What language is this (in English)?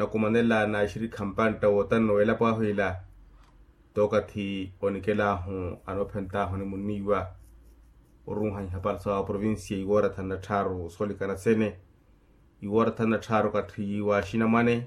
Makhuwa